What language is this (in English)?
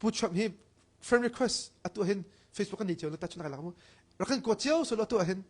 Hakha Chin